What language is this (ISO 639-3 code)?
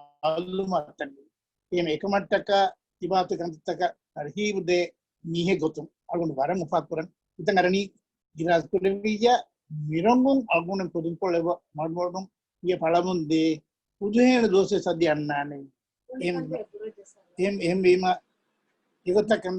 div